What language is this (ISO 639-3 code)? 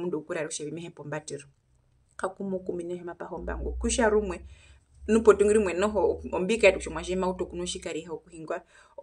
her